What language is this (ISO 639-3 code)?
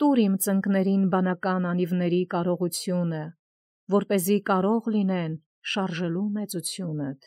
hye